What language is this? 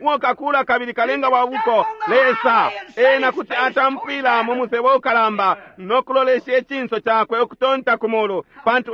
Bemba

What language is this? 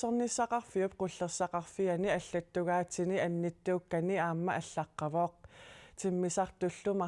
Kalaallisut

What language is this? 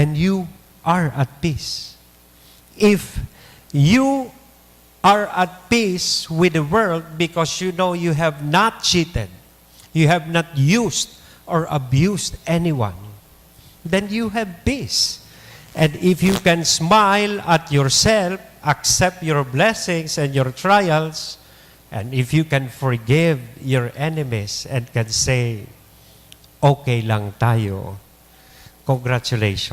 Bikol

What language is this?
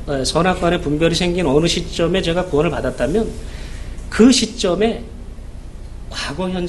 Korean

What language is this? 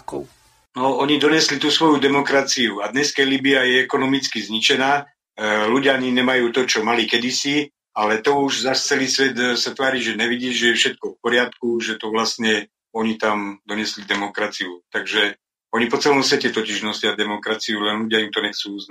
Slovak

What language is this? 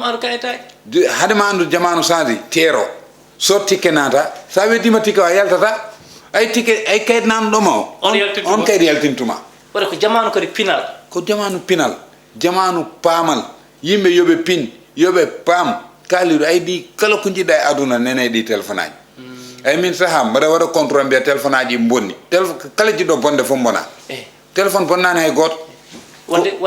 Fula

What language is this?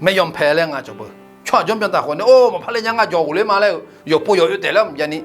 Akha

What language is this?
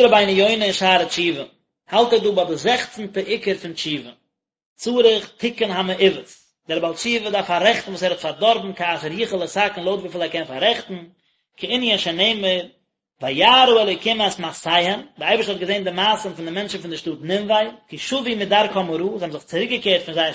Yiddish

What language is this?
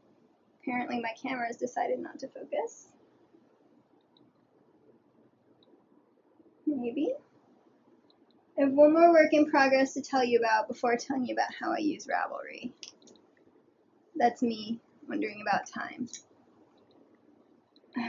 English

